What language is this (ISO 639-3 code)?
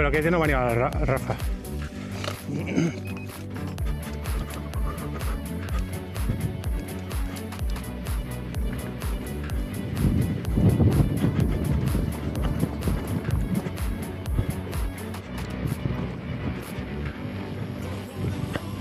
cat